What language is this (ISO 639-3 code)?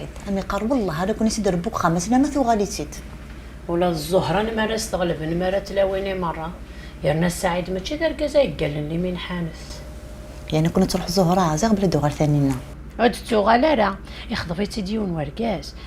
kab